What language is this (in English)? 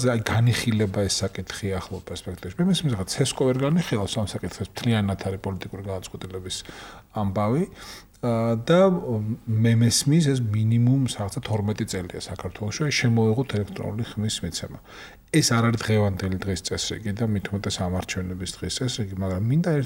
Georgian